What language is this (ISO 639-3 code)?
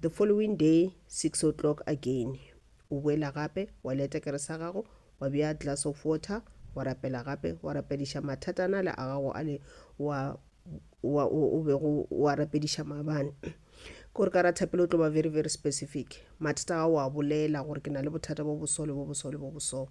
nso